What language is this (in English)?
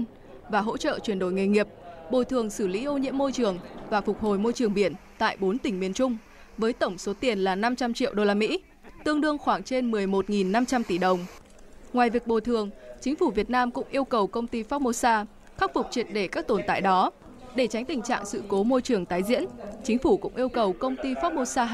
Vietnamese